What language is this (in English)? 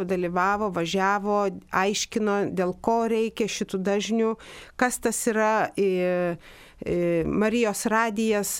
Lithuanian